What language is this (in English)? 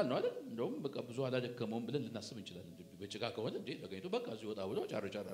Amharic